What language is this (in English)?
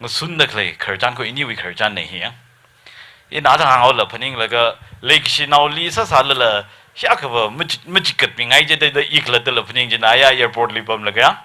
Tangkhul Naga (India)